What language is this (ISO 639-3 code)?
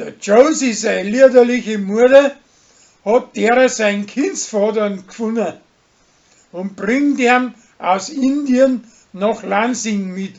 bar